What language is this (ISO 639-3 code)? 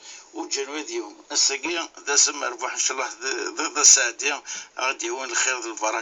kab